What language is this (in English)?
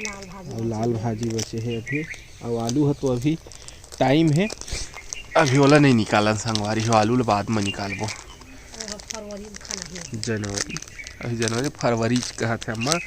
Chhattisgarhi